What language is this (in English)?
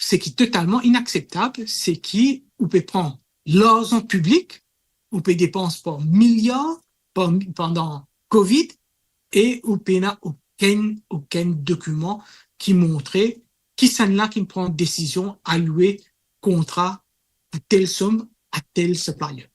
Morisyen